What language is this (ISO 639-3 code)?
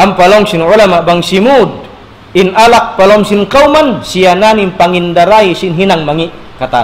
tsg